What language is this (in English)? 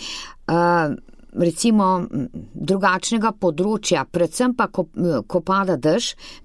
Slovenian